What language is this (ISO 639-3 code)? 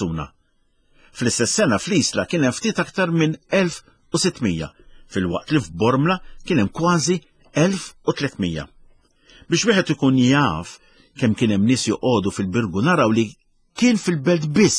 mlt